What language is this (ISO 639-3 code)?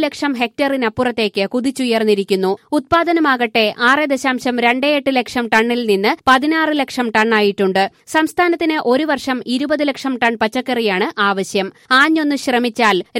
mal